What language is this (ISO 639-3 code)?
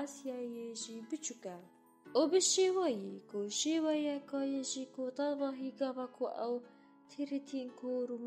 kur